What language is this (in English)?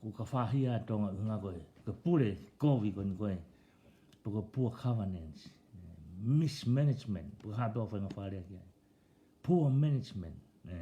Tongan